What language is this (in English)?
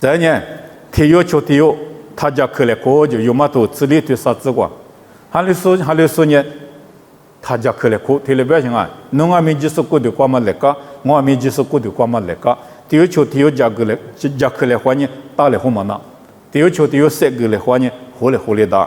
Lisu